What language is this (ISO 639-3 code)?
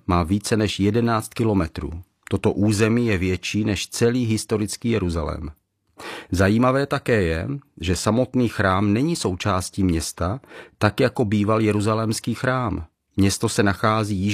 ces